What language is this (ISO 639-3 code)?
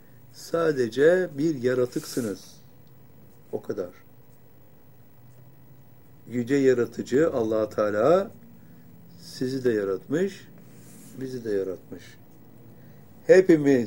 tur